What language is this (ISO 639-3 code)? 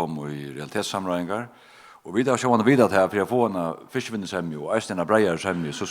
fao